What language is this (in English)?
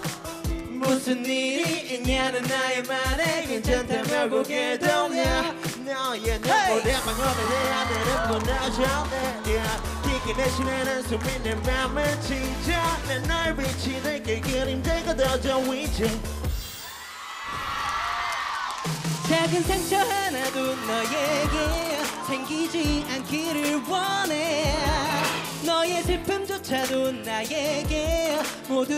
Korean